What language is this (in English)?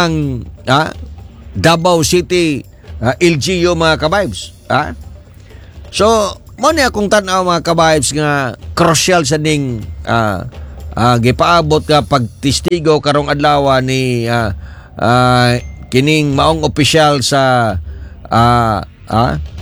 Cebuano